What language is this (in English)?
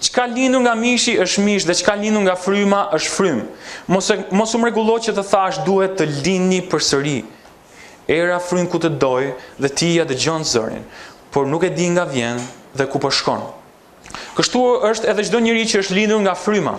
Albanian